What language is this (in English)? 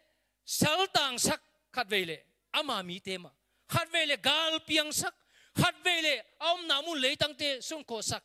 Tedim Chin